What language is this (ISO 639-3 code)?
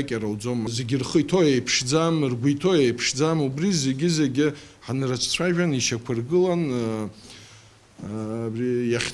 abk